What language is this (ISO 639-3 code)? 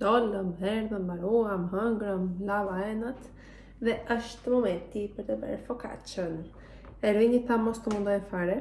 sqi